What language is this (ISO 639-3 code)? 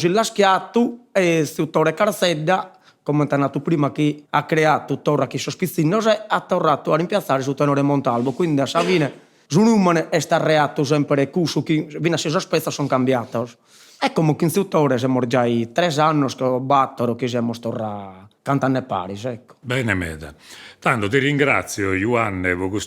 srd